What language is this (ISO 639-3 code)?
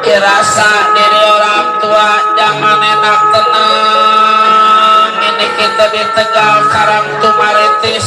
bew